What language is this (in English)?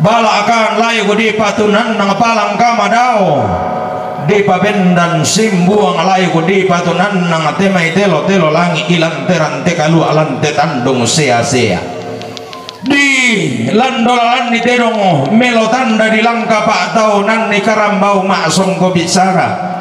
Toraja-Sa'dan